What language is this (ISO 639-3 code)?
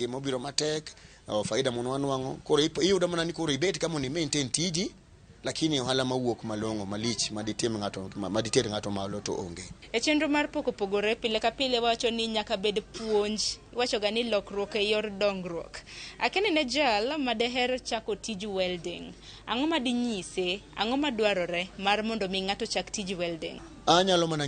luo